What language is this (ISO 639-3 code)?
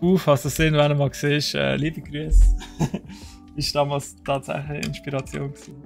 gsw